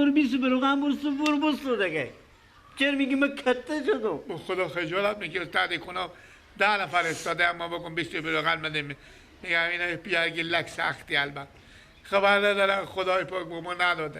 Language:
Persian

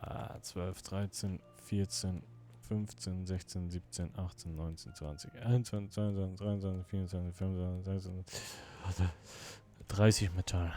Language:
Swiss German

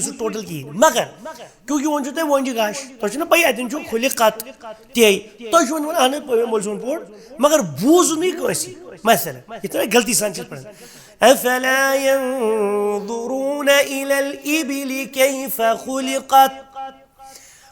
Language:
Kashmiri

